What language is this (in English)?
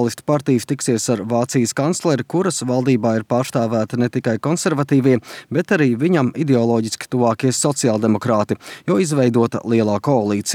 Latvian